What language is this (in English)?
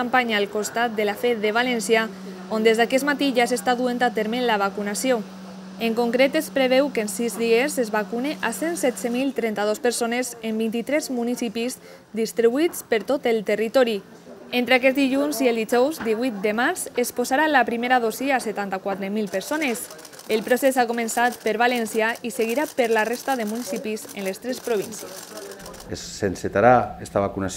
Catalan